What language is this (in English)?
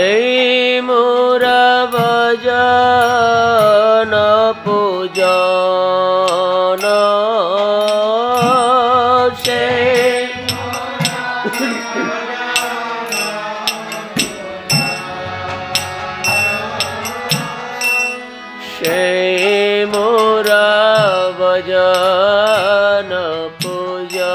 Bangla